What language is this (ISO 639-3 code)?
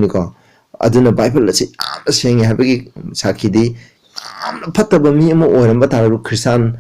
mni